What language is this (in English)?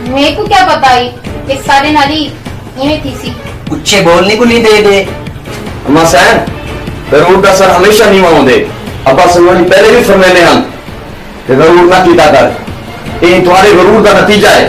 Saraiki